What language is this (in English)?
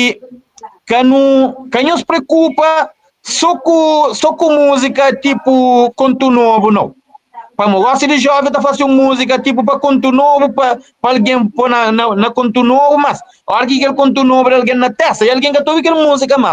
Kabuverdianu